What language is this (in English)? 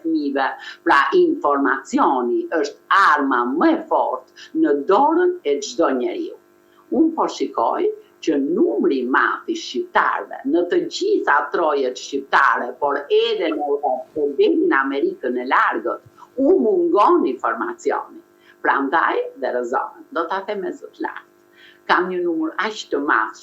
Albanian